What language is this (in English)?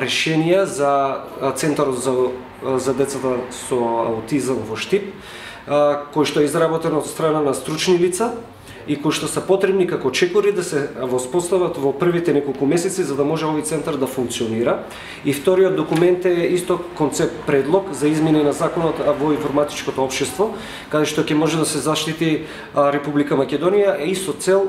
Macedonian